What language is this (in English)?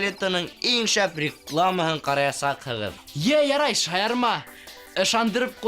Bashkir